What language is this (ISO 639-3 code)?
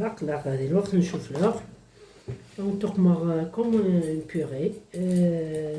kab